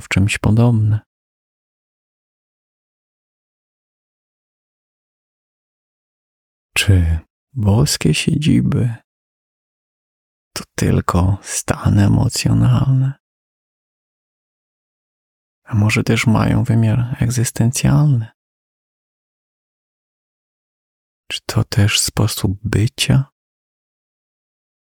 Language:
Polish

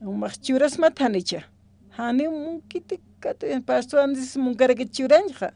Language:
Aymara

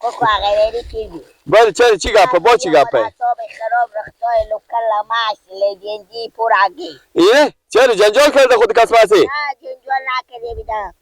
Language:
Persian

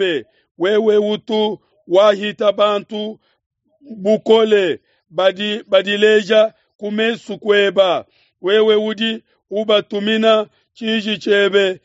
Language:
Luba-Lulua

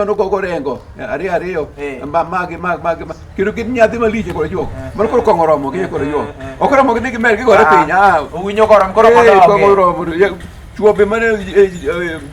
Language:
Luo (Kenya and Tanzania)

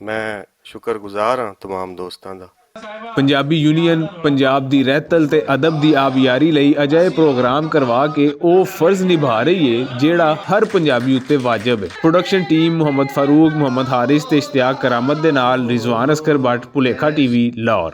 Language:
Western Panjabi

